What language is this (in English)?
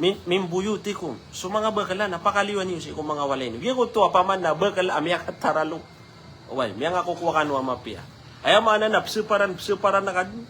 Maranao